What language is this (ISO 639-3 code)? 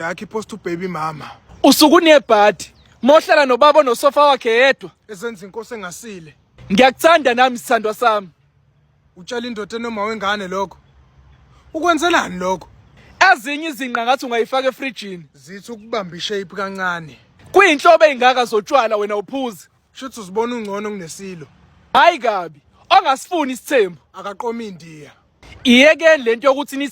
zul